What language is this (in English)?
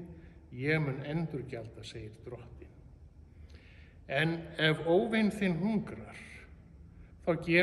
Icelandic